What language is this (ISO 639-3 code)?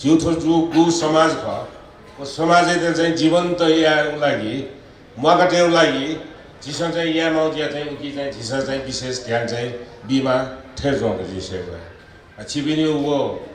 new